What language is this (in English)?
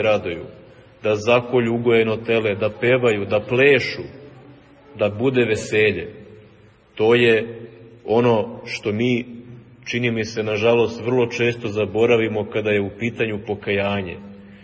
Serbian